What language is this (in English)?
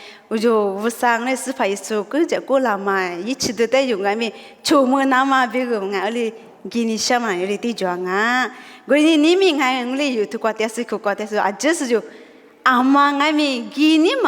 Lisu